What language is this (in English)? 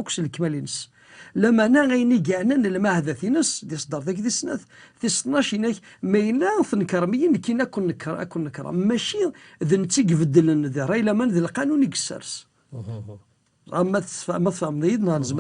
Kabyle